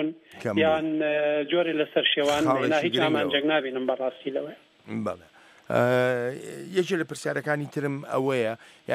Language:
Central Kurdish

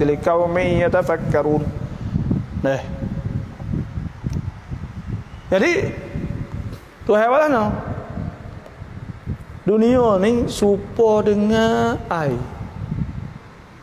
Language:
Malay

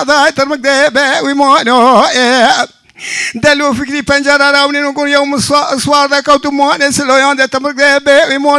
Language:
Zaza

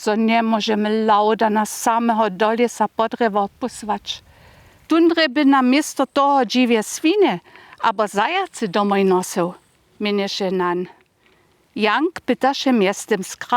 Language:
Upper Sorbian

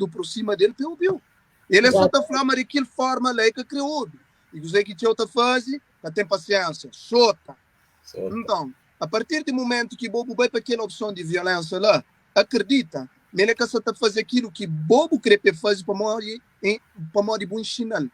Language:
Kabuverdianu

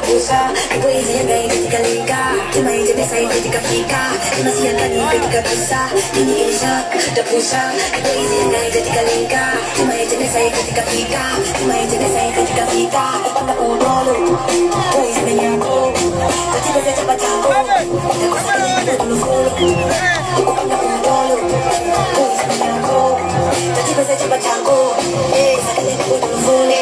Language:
Nyanja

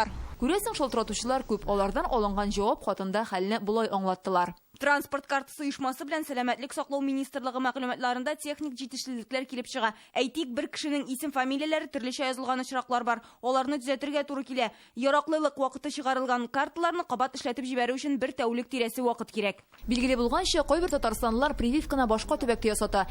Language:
Tatar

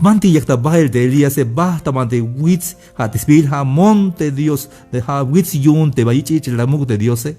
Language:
Tzeltal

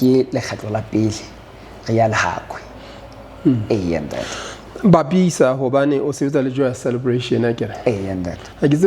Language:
Southern Sotho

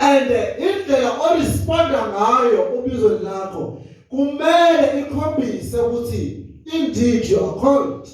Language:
Zulu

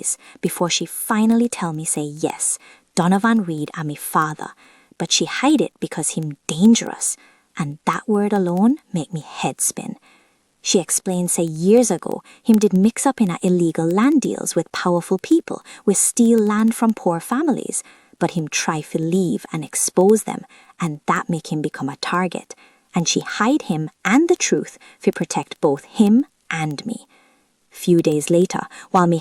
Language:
Jamaican Creole English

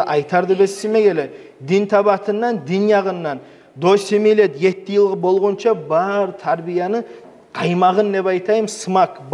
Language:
Kumyk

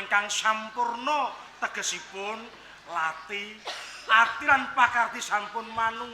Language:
Javanese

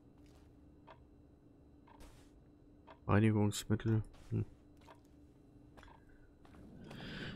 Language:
German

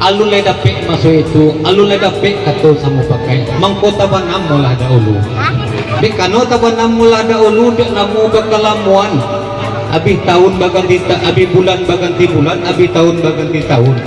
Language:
Minangkabau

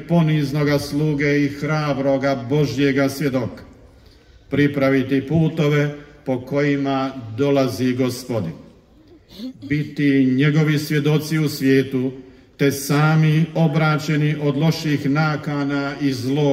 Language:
Croatian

